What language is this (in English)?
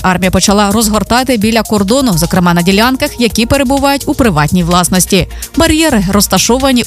Ukrainian